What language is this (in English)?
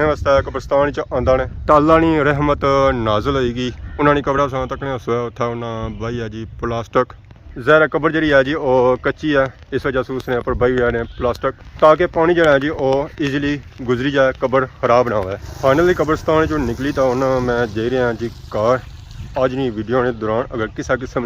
Pahari-Potwari